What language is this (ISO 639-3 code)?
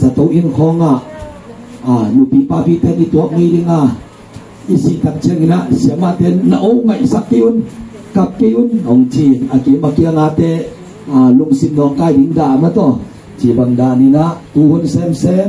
ctd